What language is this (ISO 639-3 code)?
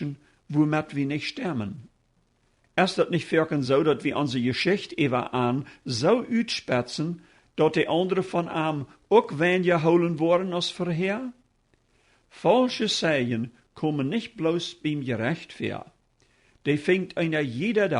pdt